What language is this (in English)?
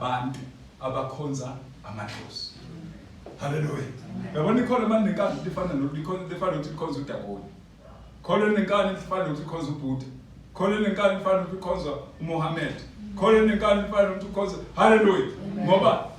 Zulu